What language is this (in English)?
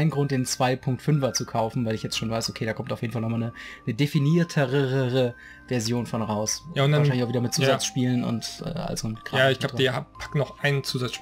German